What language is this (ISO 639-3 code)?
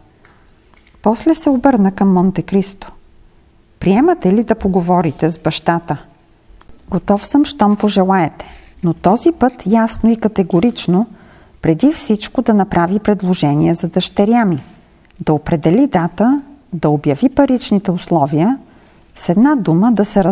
bul